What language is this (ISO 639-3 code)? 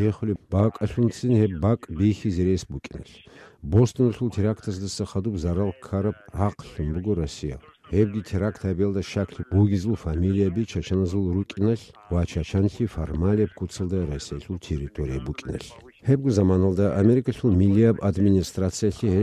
ava